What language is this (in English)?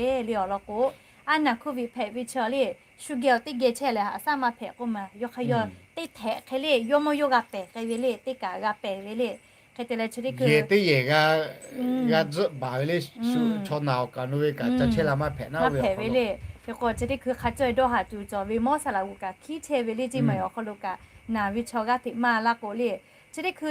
Lahu